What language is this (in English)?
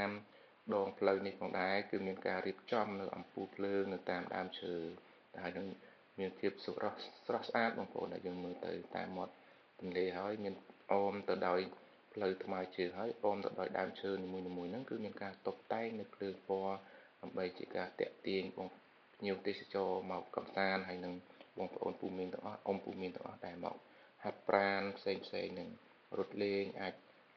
Khmer